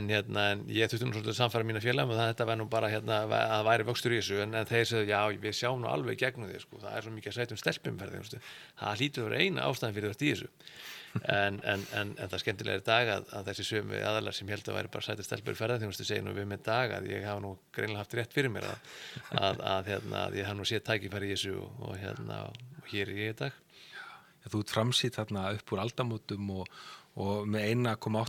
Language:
Icelandic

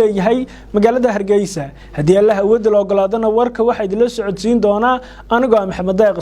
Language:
Somali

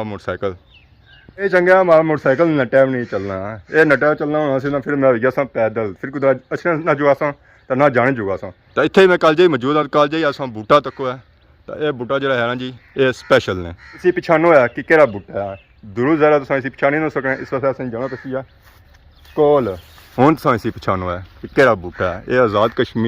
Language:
Pahari-Potwari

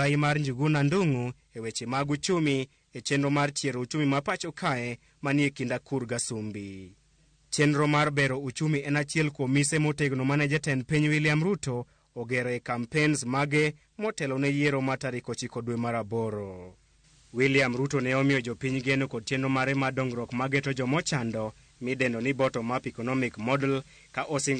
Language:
Luo (Kenya and Tanzania)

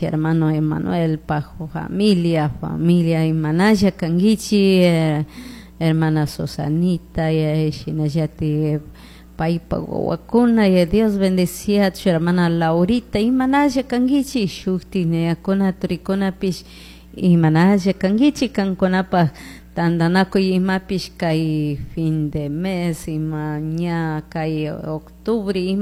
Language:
Chimborazo Highland Quichua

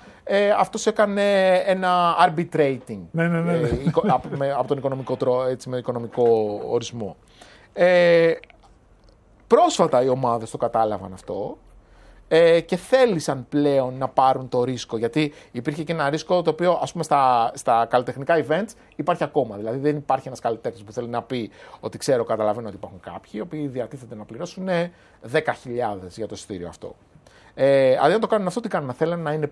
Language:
Greek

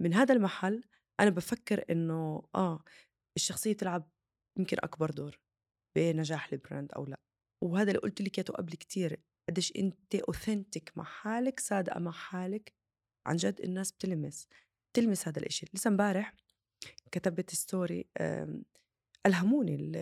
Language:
North Levantine Arabic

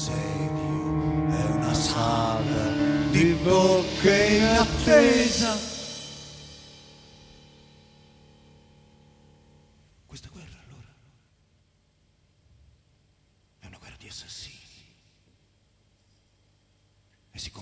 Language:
Italian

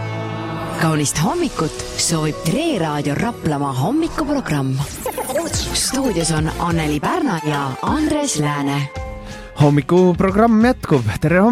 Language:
Estonian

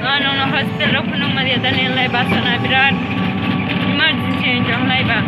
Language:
Kok Borok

